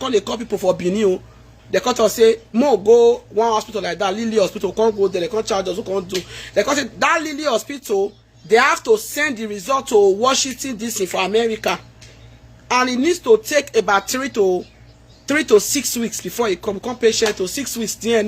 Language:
Nigerian Pidgin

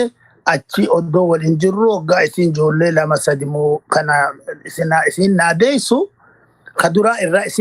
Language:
Oromo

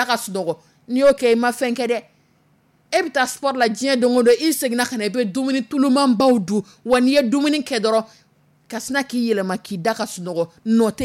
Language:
Dyula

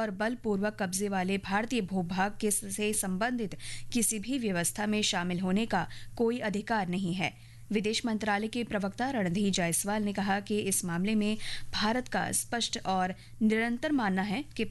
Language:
Hindi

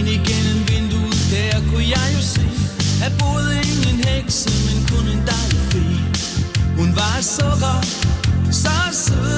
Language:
Danish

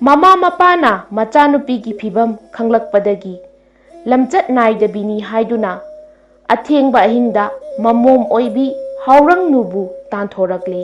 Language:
Manipuri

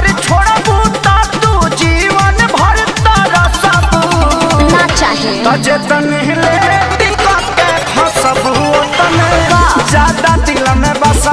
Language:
Bhojpuri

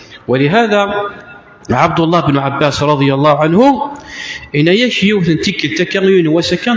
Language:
Kabyle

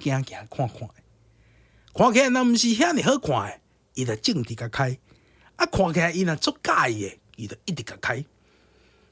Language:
Min Nan Chinese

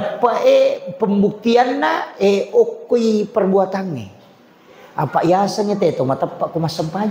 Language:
Buginese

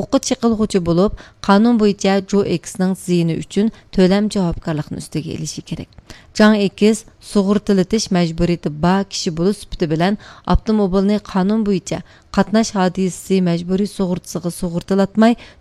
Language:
Uyghur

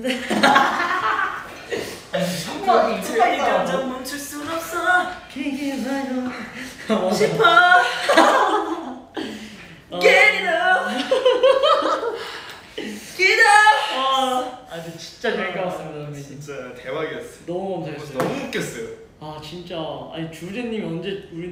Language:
Korean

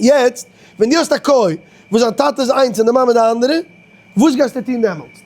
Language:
Yiddish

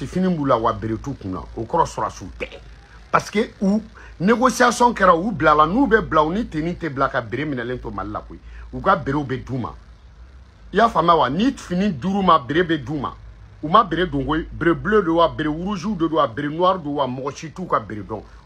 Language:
Bambara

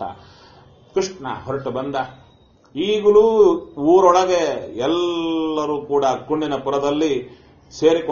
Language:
Kannada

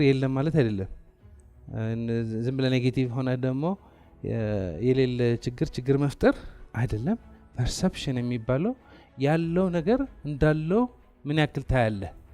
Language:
Amharic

